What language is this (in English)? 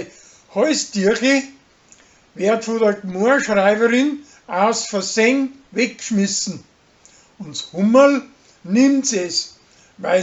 Bavarian